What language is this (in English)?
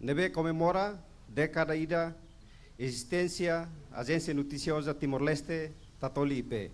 Tetum